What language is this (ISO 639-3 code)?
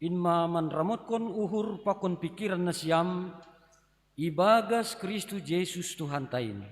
bts